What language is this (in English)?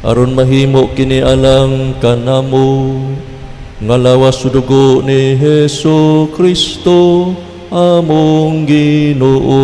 Cebuano